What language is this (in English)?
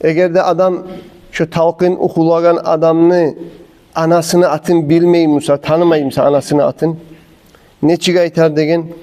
Kumyk